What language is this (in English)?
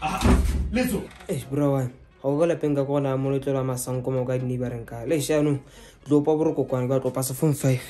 Tswana